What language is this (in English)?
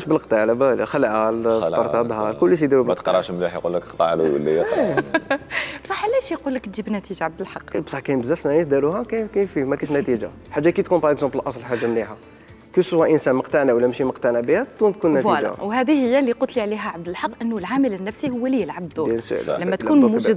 Algerian Arabic